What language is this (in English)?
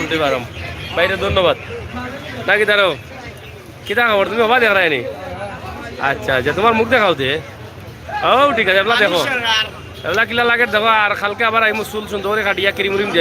Sylheti